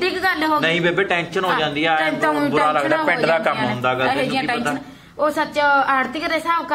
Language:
Punjabi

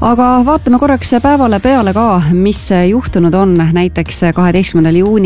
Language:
Estonian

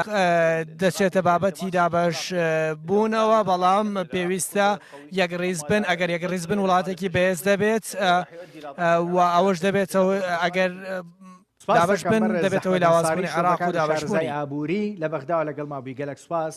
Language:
Central Kurdish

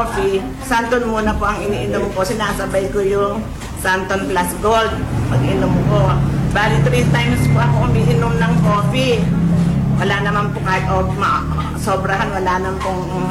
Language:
Filipino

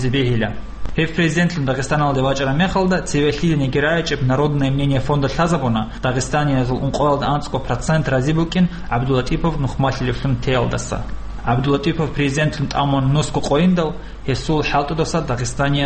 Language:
Avaric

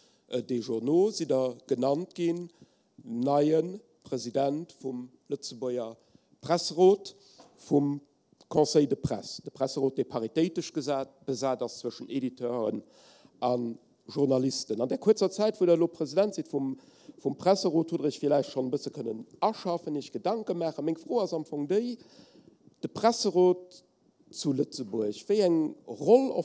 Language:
Luxembourgish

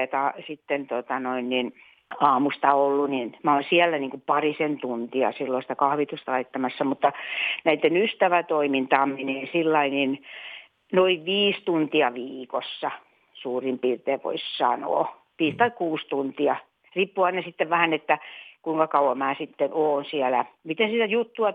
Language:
Finnish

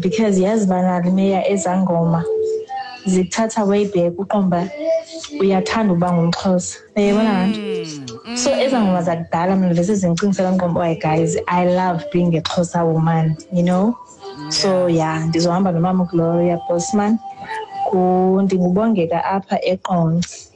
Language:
Xhosa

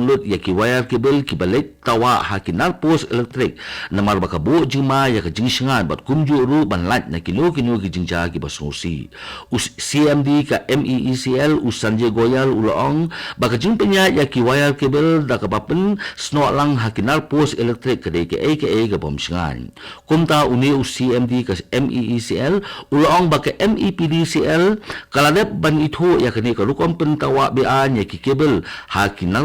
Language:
Khasi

